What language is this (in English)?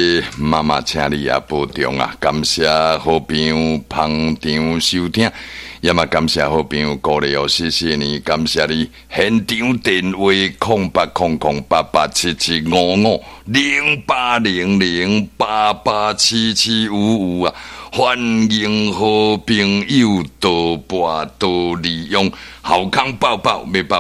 Min Nan Chinese